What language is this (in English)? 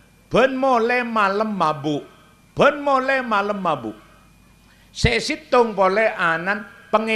Madurese